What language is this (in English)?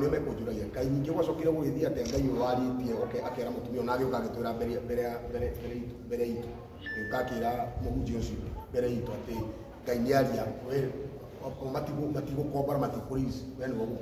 Kikuyu